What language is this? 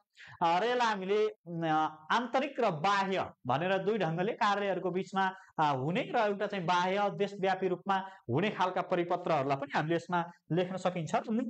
Nepali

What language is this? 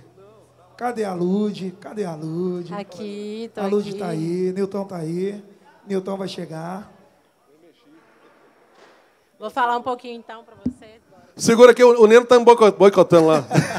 Portuguese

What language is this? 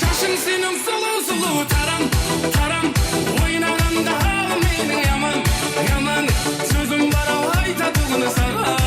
Kara-Kalpak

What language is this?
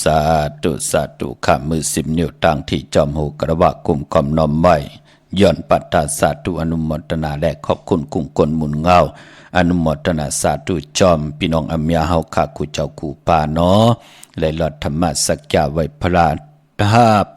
Shan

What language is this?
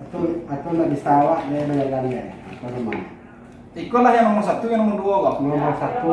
Minangkabau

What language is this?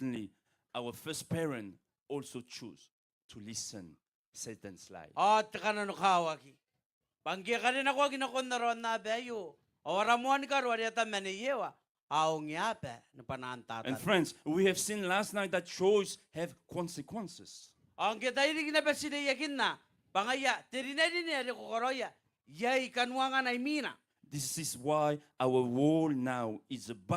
Gilbertese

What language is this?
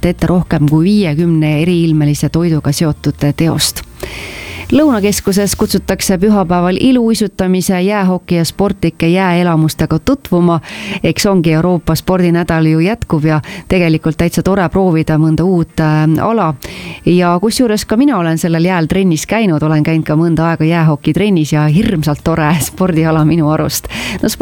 Estonian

